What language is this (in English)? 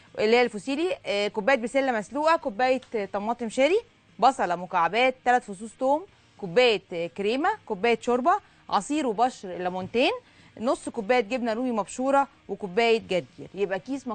Egyptian Arabic